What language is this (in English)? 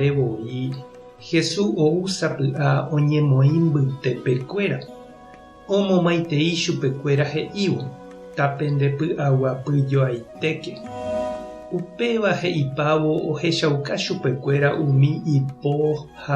Guarani